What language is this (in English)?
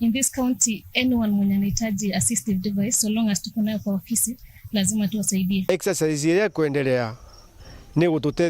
Meru